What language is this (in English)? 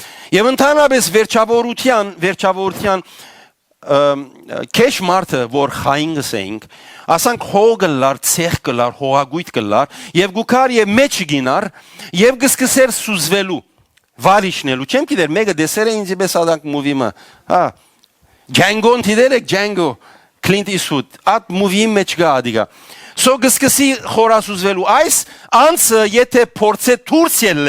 Western Armenian